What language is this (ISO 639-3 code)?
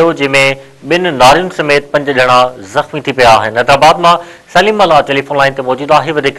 snd